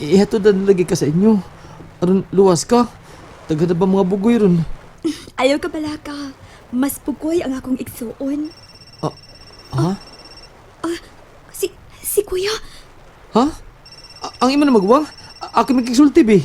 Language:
Cebuano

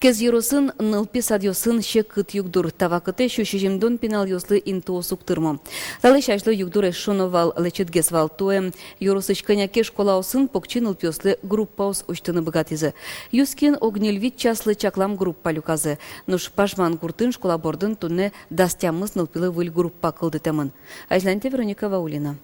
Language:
Udmurt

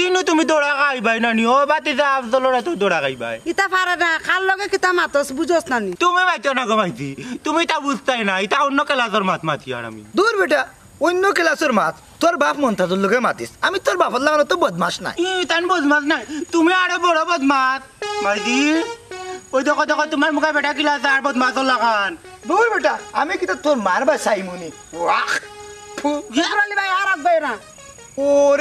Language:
Sylheti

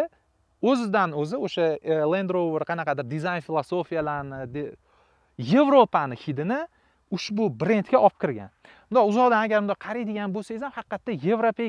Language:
Uzbek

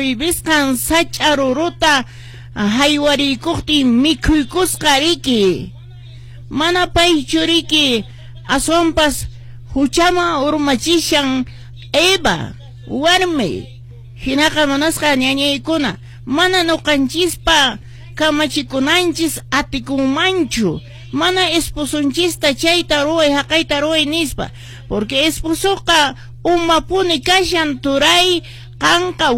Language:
Quechua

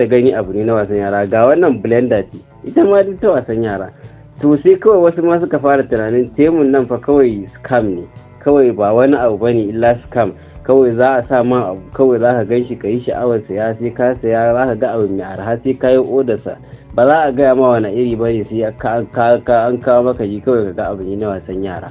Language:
Hausa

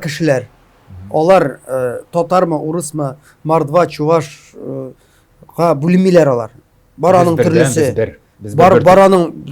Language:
Tatar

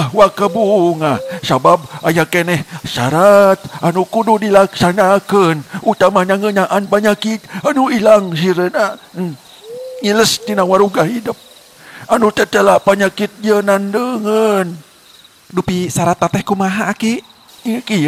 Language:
Sundanese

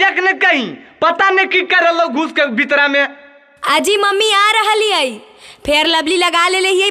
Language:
Magahi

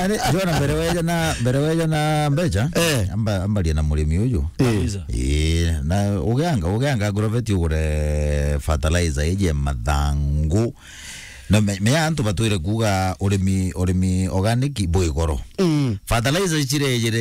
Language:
Meru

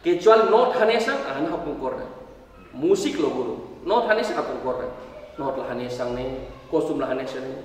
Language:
Tetum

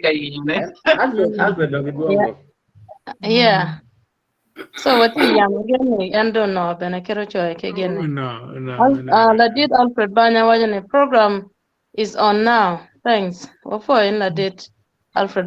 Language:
Acoli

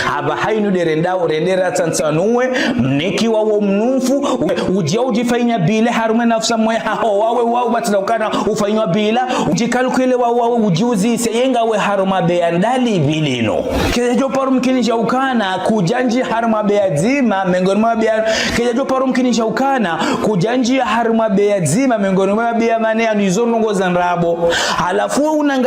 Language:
Ngazidja Comorian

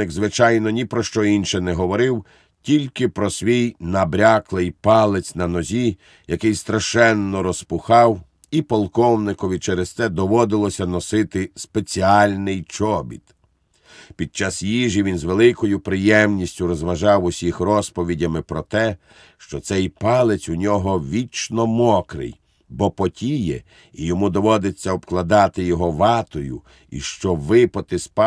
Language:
Ukrainian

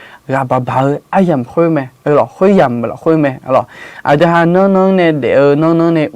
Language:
Akha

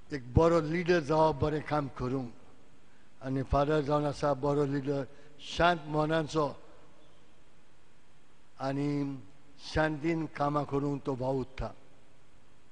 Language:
Konkani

